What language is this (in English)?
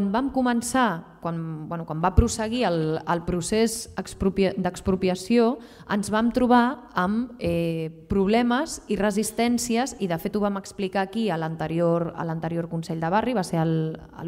Catalan